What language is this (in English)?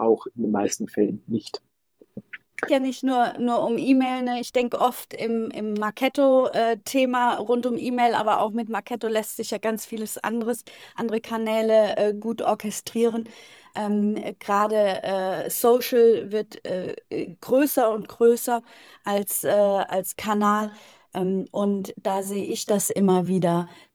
German